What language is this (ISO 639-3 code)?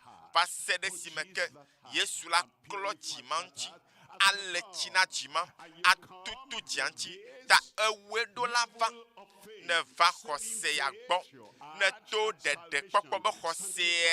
ewe